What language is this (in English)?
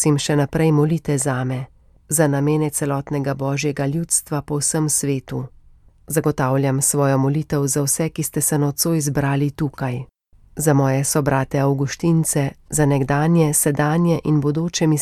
Slovenian